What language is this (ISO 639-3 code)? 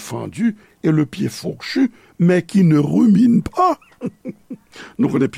hat